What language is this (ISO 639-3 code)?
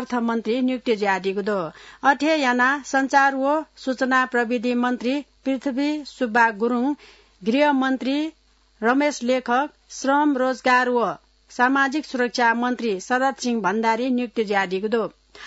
new